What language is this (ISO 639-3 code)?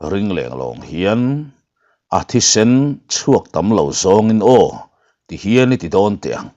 lus